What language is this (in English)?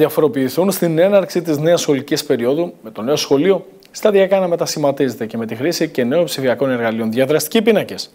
Greek